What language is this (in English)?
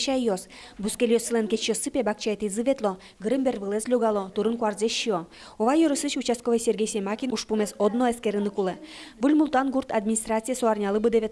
Udmurt